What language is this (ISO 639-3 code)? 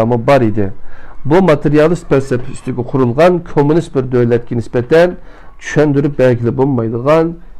uig